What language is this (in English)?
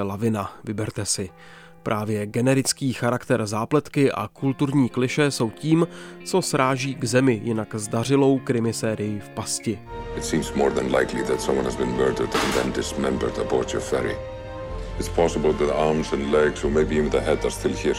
Czech